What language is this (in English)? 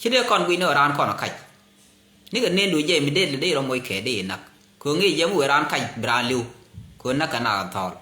Nuer